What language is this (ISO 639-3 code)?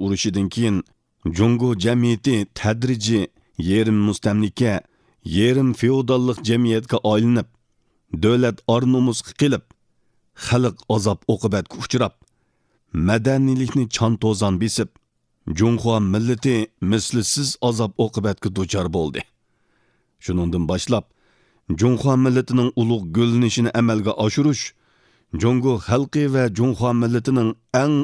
uig